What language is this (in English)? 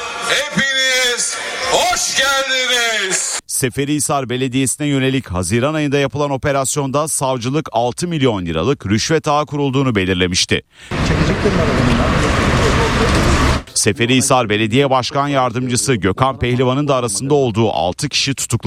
Turkish